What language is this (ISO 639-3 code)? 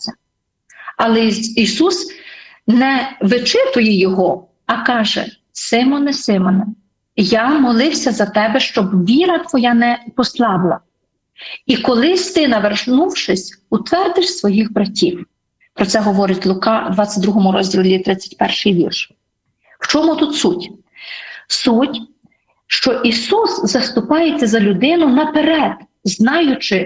ukr